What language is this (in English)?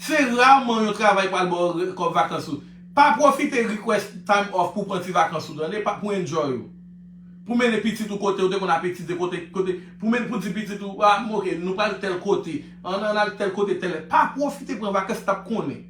Haitian Creole